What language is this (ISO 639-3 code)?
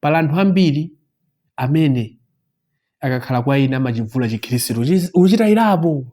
nya